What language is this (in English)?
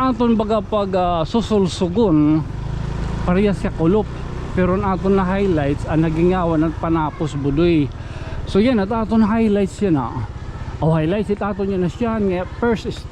Waray